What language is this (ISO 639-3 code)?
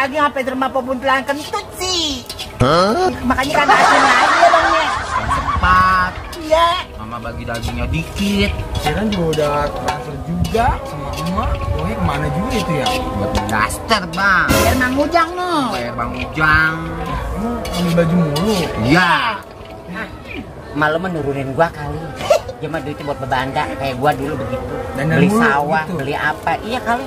bew